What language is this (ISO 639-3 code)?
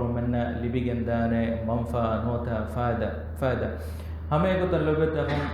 div